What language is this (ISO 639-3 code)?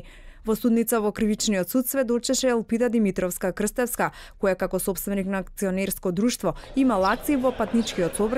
mkd